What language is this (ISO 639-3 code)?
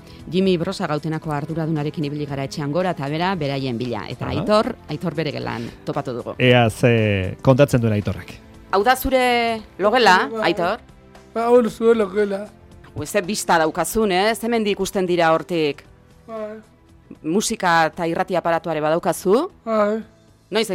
eus